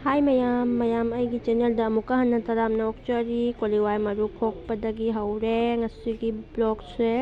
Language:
Manipuri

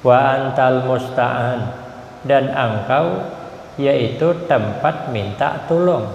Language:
Banjar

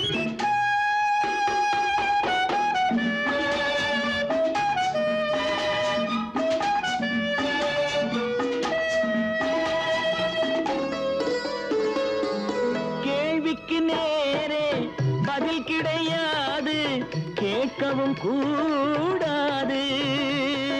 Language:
Tamil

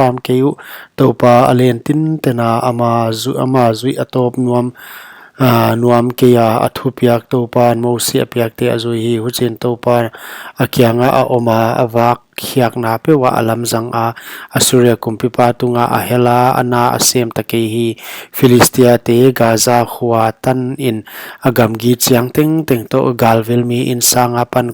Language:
Paite Chin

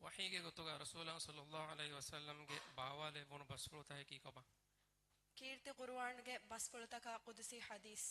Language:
Divehi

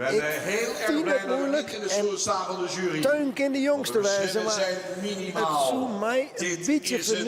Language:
Western Frisian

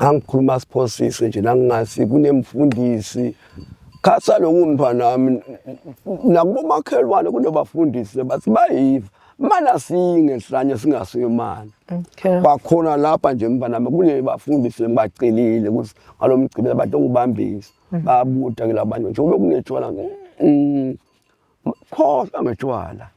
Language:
Swati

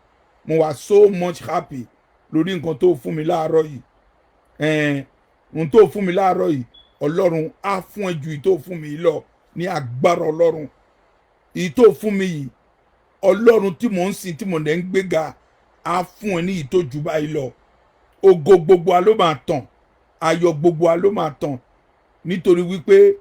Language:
Yoruba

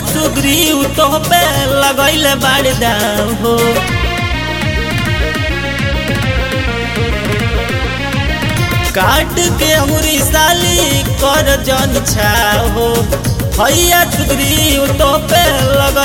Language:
Bhojpuri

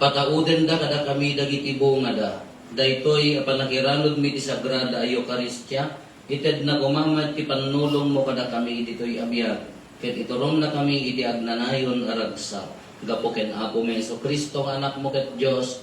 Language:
Iloko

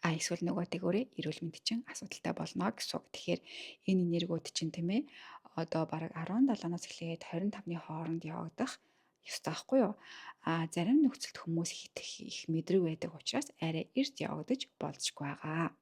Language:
Mongolian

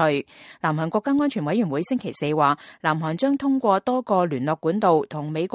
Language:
Cantonese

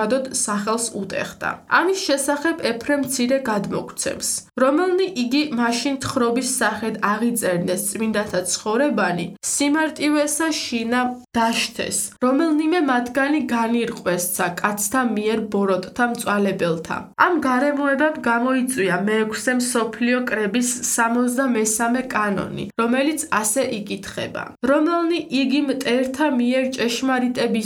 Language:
Georgian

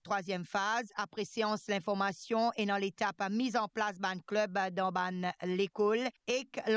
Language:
Morisyen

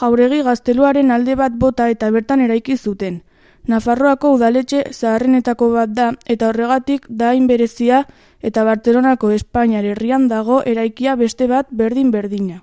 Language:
Basque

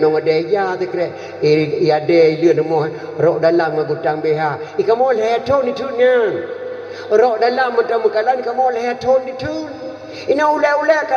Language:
Achinese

